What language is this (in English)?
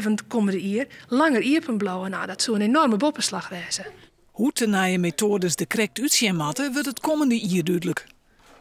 Western Frisian